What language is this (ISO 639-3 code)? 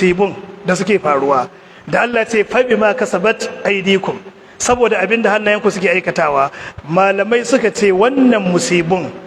hau